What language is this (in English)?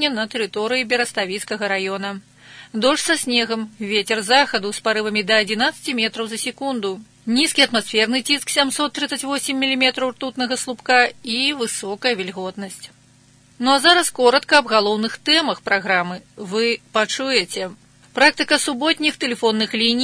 Belarusian